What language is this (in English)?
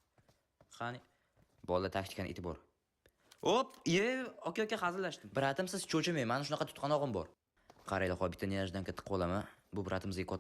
Uzbek